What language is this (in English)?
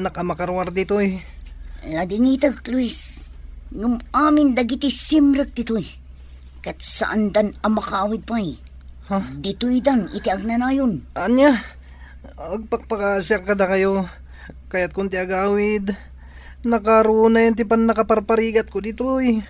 Iloko